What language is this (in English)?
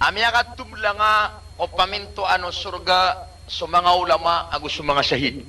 Maranao